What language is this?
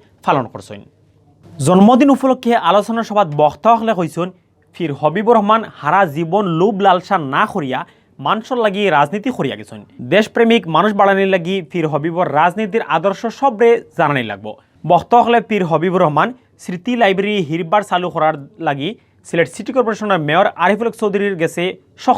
Sylheti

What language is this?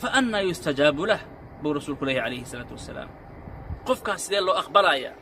Somali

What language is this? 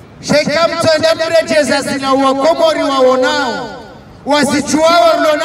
Swahili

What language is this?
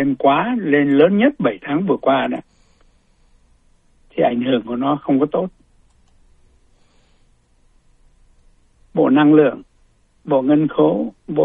Vietnamese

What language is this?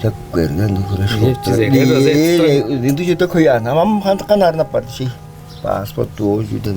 Tuvinian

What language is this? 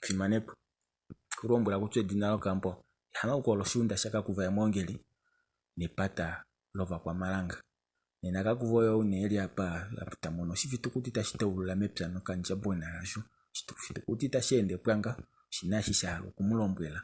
Kuanyama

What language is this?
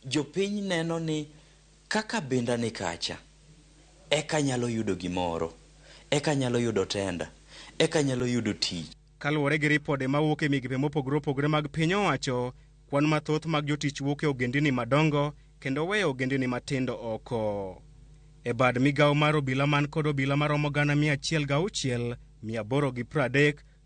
Luo (Kenya and Tanzania)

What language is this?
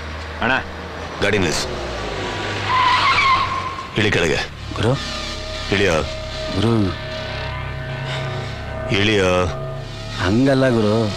Kannada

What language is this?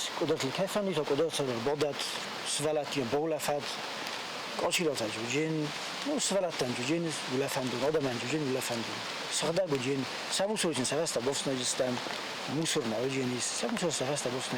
Ossetic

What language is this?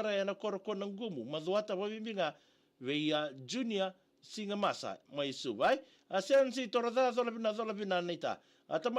Fijian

